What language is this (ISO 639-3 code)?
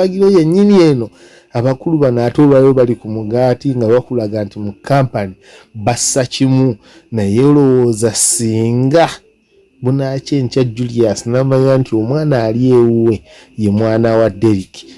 lug